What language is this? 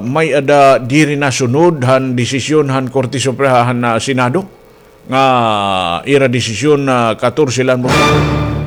Waray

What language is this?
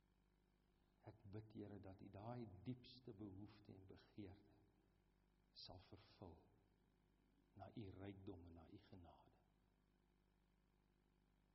Afrikaans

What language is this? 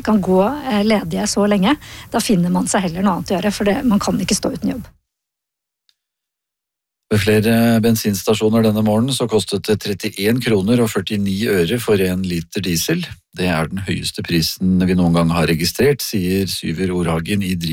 Norwegian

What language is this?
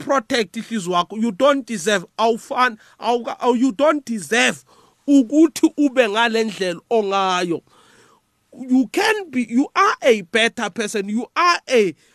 South Ndebele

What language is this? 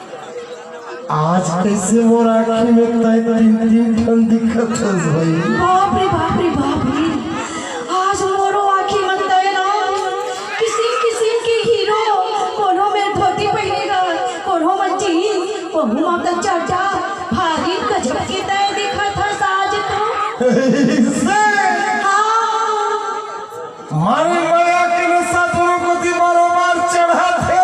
Chhattisgarhi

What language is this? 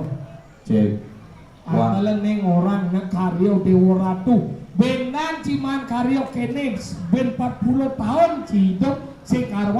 Balinese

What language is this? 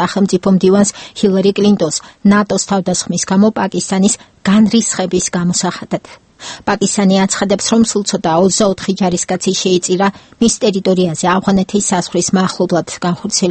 Georgian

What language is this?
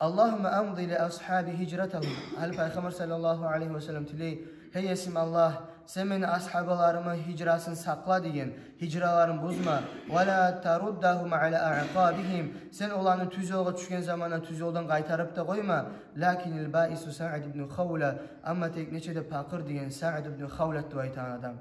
Kumyk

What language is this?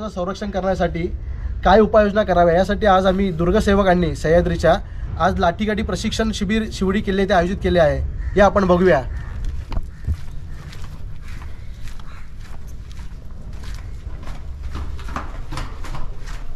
Marathi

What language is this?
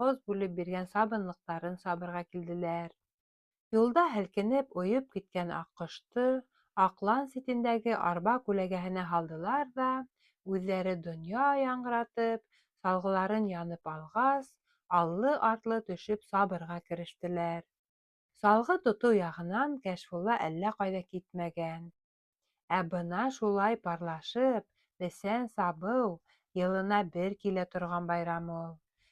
Bashkir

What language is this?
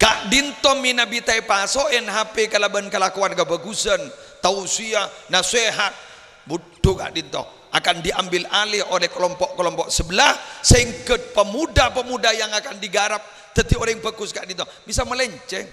Madurese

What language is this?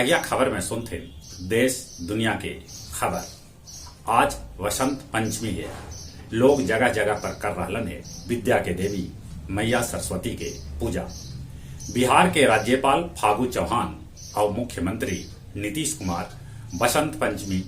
Magahi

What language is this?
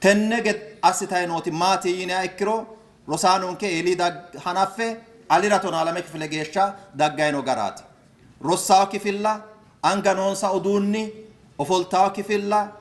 Sidamo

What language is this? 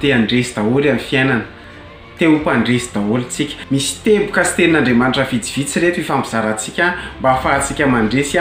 Malagasy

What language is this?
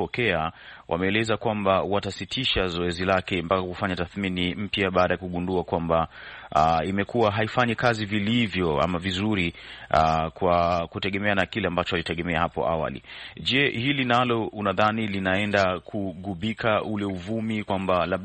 Swahili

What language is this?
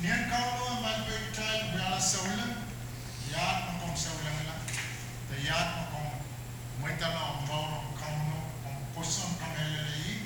Pohnpeian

